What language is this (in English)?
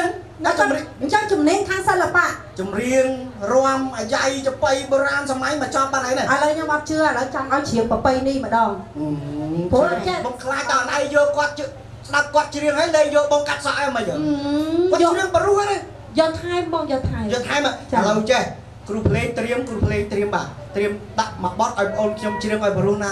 Khmer